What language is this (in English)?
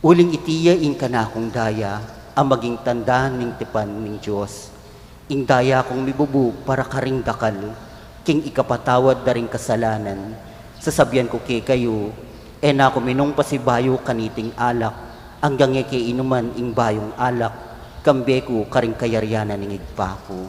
Pampanga